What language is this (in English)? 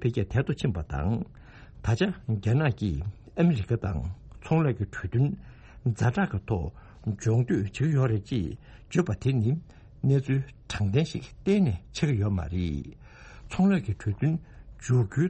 Tibetan